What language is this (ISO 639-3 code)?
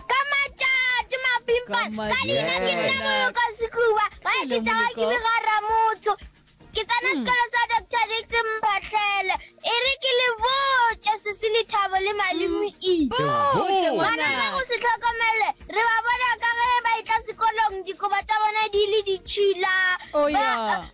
nso